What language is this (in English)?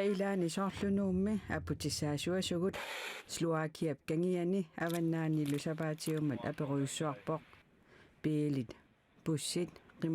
Kalaallisut